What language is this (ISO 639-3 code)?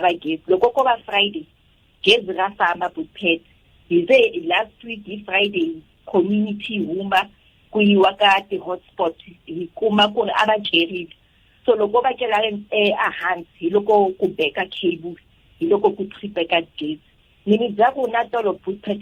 tso